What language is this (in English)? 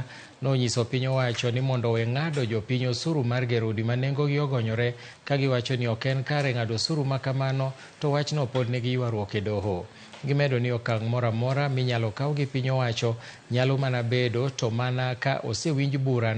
Luo (Kenya and Tanzania)